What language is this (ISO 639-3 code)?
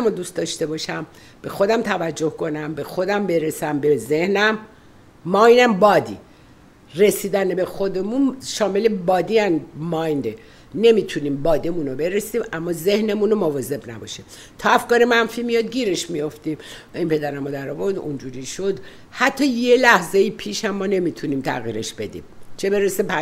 fas